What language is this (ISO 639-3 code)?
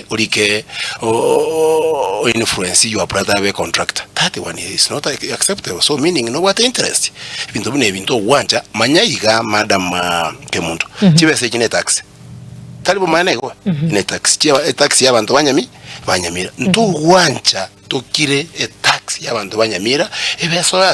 guz